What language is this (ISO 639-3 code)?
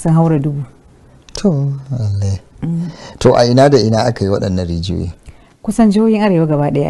hau